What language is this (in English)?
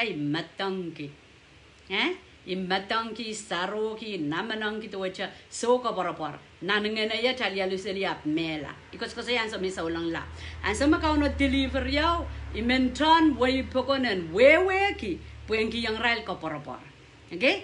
Pohnpeian